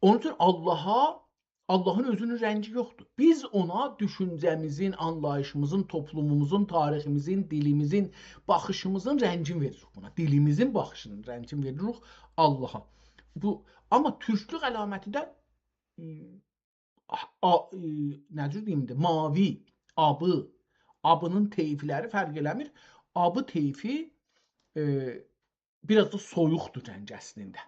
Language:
South Azerbaijani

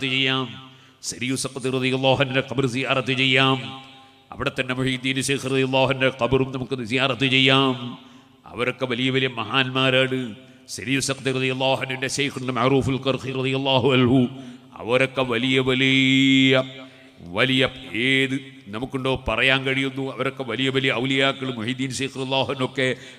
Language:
Malayalam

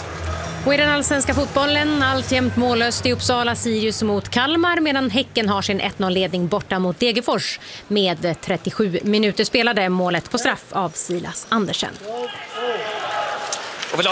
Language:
Swedish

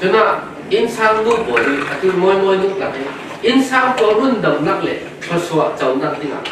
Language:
Falam Chin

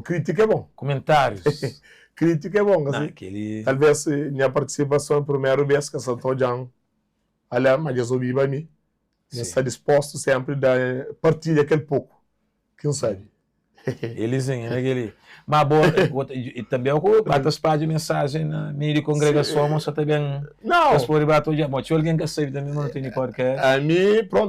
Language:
Kabuverdianu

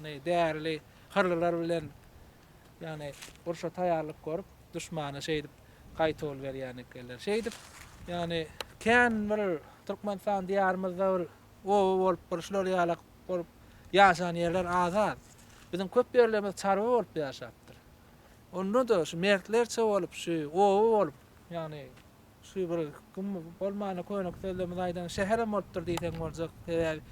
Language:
Turkmen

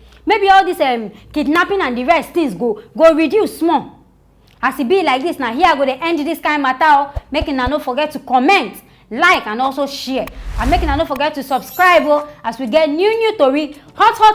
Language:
Nigerian Pidgin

